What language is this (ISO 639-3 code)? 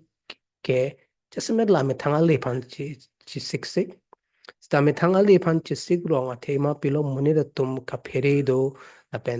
mjw